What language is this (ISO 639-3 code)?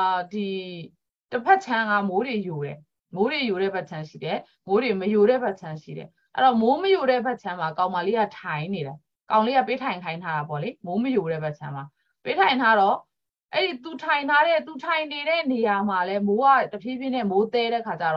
mya